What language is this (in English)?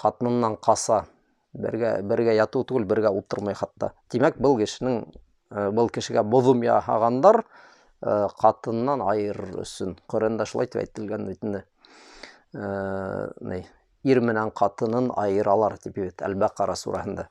Bashkir